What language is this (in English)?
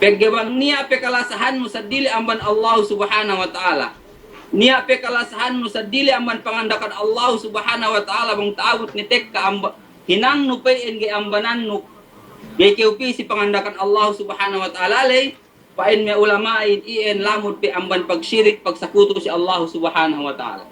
Yakan